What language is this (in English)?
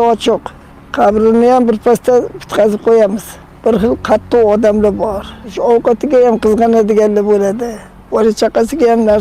Uzbek